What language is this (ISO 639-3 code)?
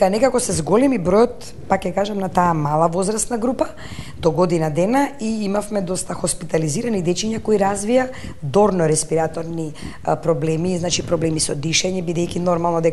mkd